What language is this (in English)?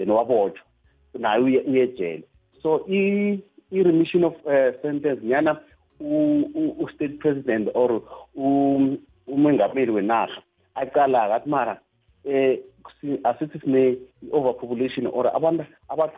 South Ndebele